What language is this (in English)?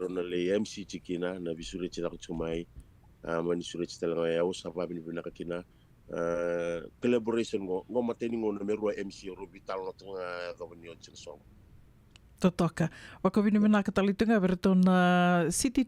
Fijian